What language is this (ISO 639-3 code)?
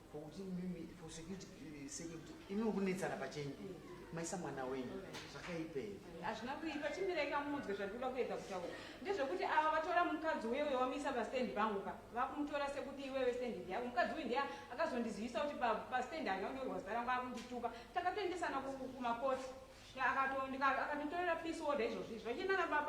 sna